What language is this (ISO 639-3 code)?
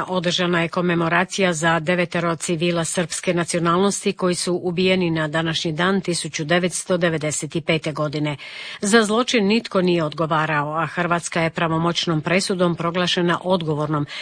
hrv